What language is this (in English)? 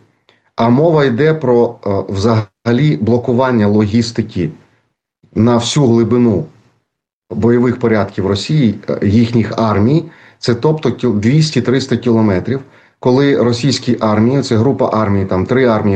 Ukrainian